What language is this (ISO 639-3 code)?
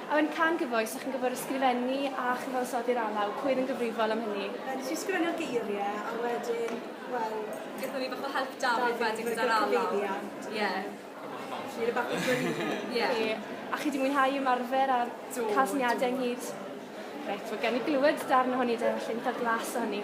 cym